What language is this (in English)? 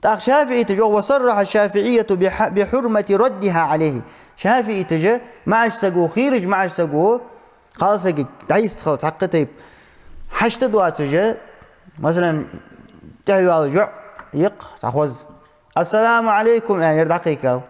Ingush